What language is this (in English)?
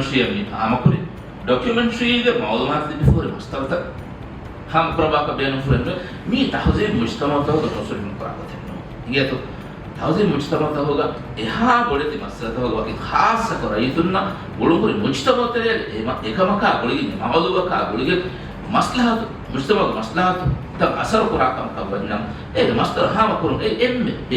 Divehi